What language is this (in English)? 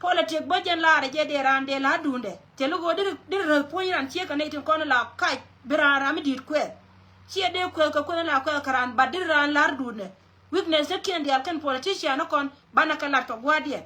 Nuer